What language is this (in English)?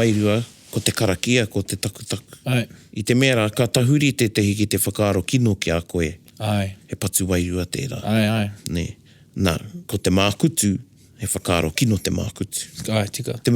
Māori